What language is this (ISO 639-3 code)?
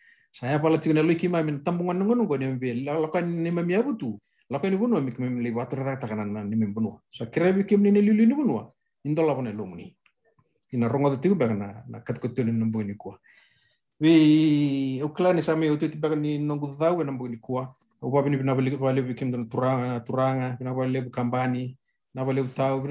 fij